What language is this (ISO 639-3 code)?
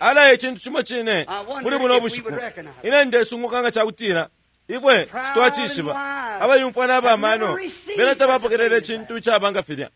bem